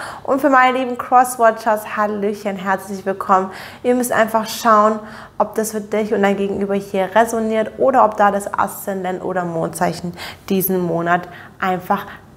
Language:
German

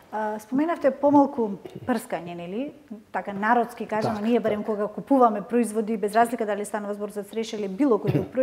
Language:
Macedonian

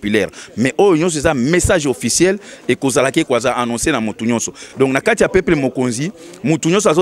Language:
Lingala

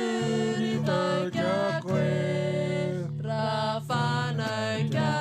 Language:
Māori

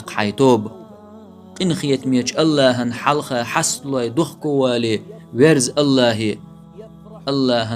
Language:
Chechen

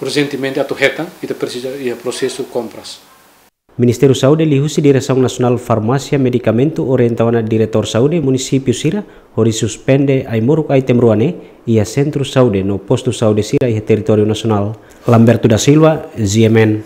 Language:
Tetum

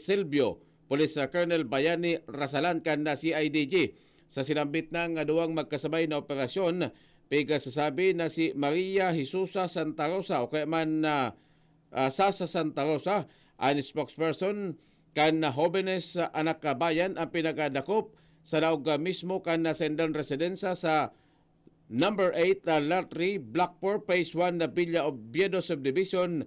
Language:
Bikol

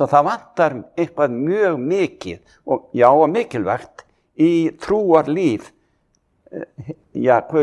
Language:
Icelandic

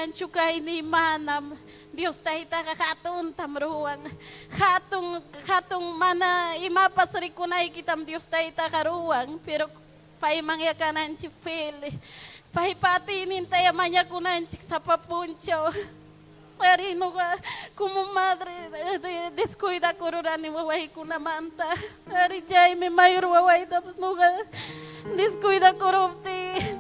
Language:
Ayacucho Quechua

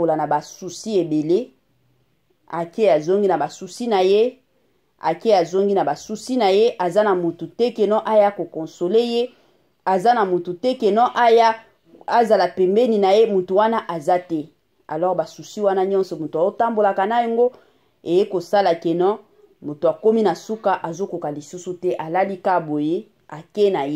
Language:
Lingala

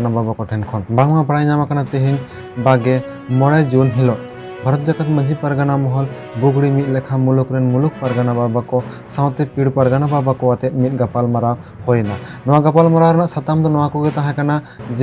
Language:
Santali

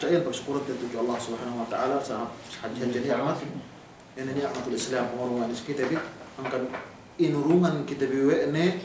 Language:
Yakan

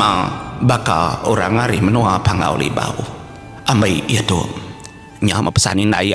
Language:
Iban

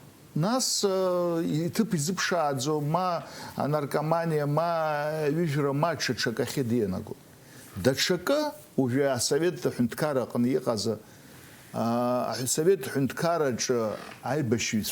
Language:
Abkhazian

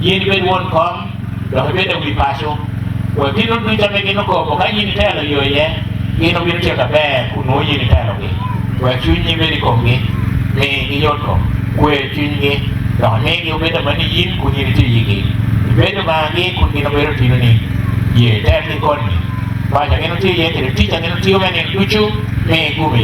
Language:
Acoli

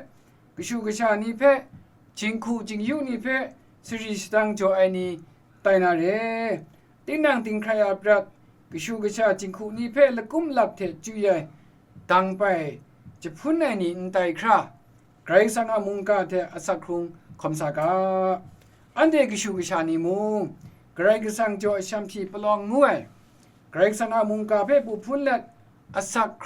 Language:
Kachin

